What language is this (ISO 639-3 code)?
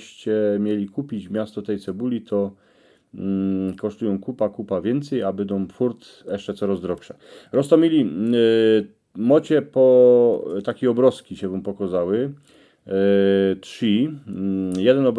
szl